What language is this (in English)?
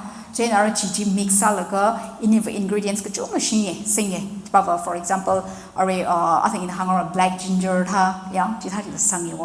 Tangkhul Naga (India)